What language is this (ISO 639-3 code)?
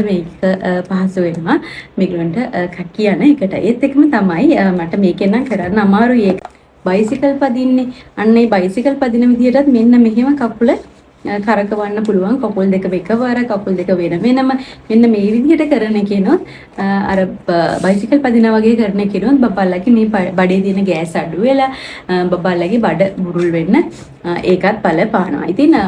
sin